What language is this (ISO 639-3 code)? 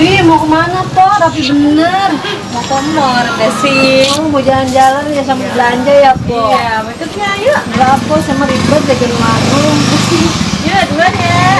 bew